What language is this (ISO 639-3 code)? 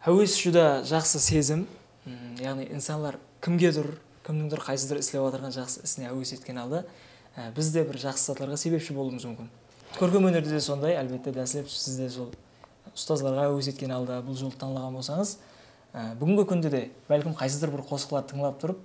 kaa